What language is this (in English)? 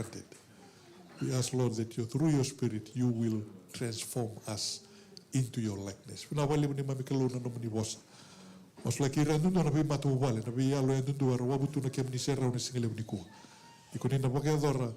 Fijian